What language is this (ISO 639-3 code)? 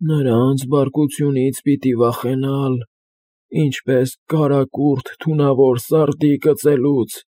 hye